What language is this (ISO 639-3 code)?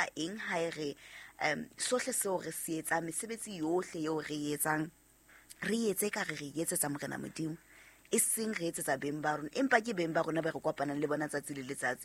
sot